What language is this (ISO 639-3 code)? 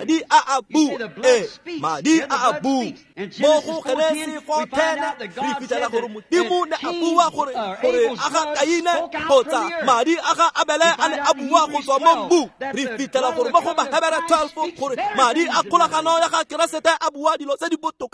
tsn